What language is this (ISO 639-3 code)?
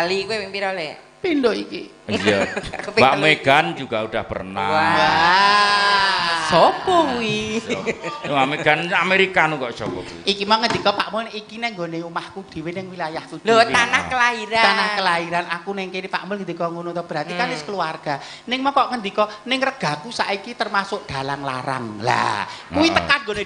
jav